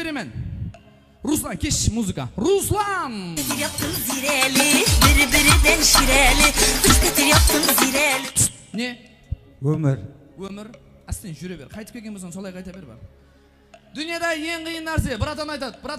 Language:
Kara-Kalpak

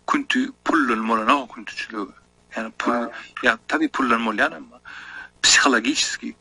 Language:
Turkmen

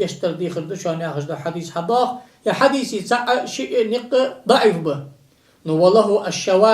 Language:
Ingush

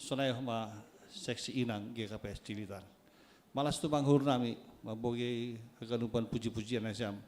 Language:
Batak Simalungun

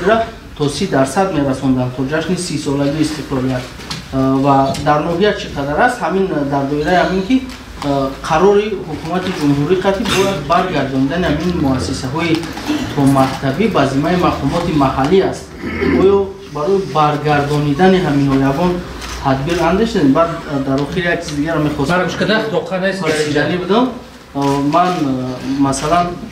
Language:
Tajik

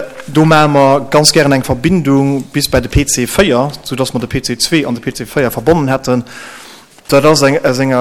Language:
Luxembourgish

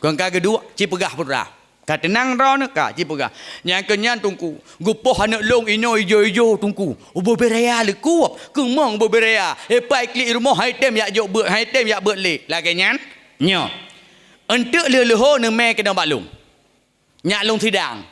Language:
Achinese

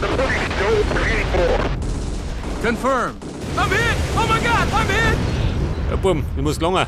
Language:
Bavarian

